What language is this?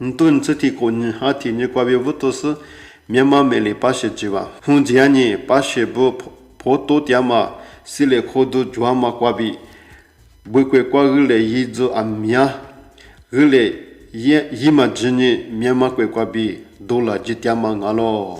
Lisu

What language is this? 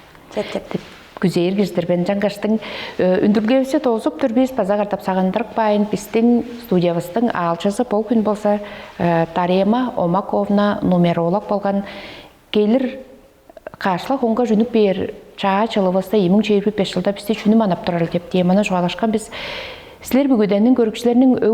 Tuvinian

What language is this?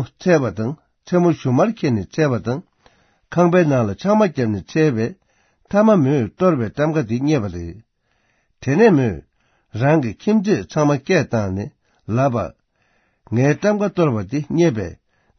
Tibetan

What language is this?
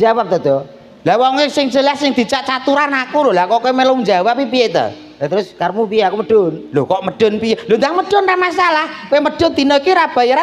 Javanese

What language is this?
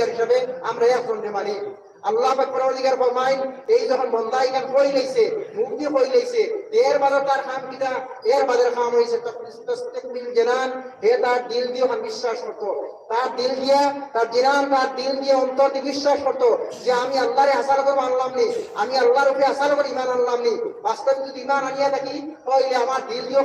Sylheti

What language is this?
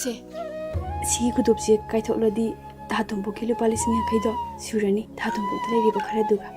Manipuri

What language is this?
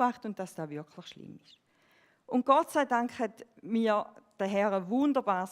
Swiss German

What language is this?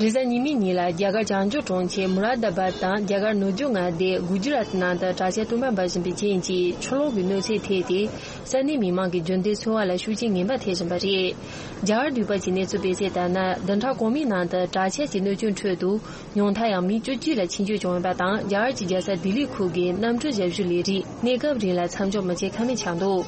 Tibetan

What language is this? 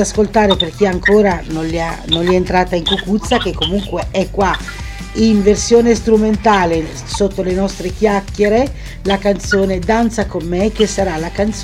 Italian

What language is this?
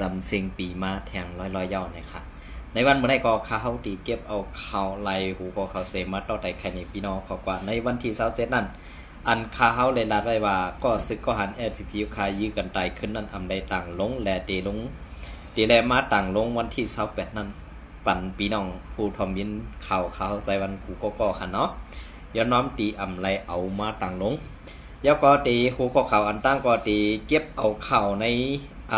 Shan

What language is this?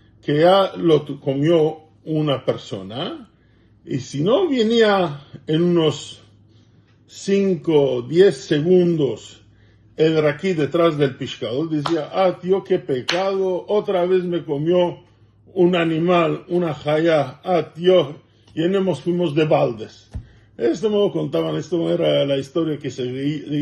Ladino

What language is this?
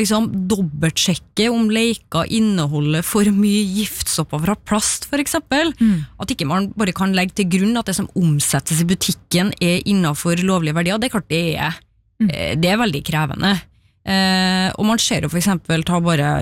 Norwegian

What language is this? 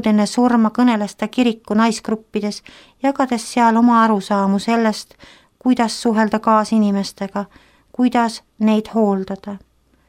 Estonian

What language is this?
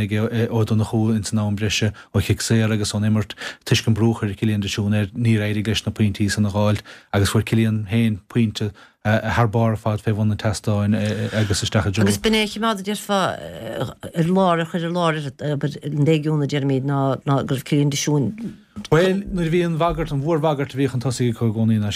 Irish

